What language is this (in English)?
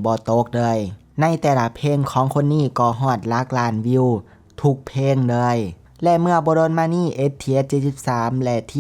Lao